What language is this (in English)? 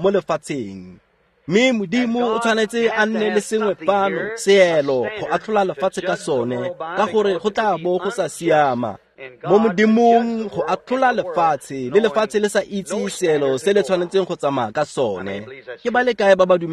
Tswana